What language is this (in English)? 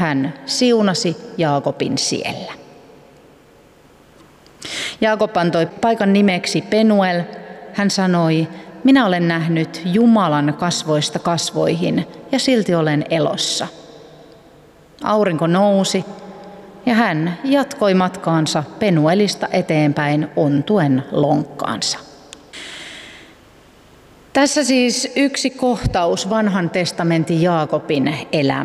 Finnish